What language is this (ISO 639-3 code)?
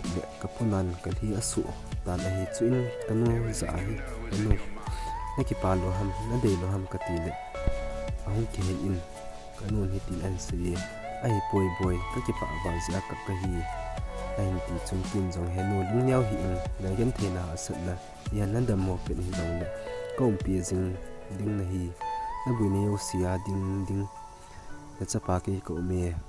tcz